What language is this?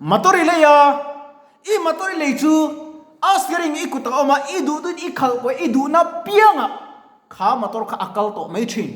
Mizo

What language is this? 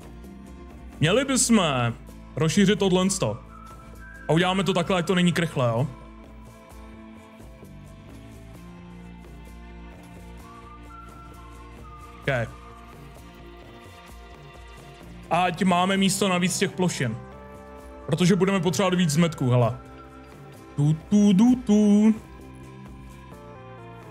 Czech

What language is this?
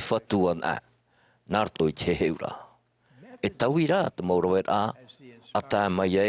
Tahitian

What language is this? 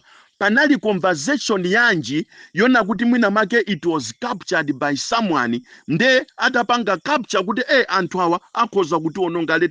Nyanja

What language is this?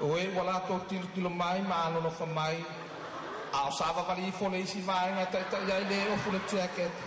Samoan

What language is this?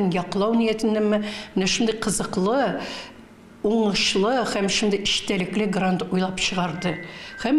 Tatar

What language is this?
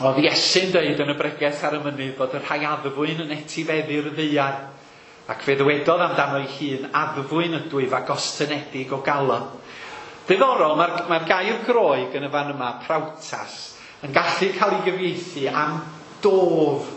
Welsh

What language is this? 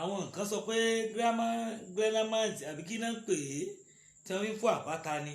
Yoruba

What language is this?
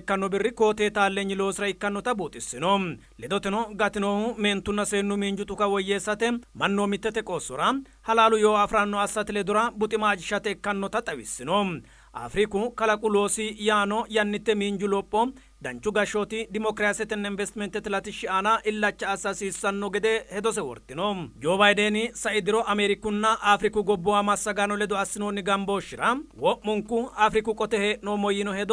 Sidamo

